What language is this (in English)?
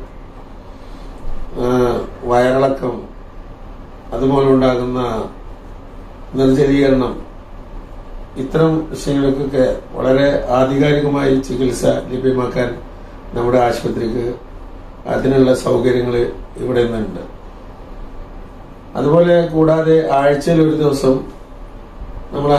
Malayalam